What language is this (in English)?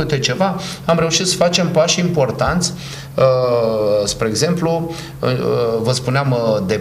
Romanian